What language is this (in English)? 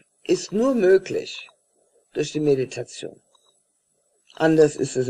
German